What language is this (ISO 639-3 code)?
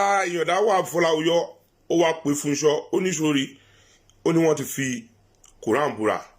yor